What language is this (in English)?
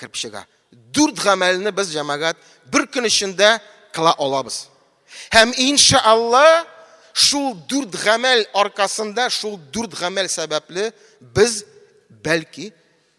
Tatar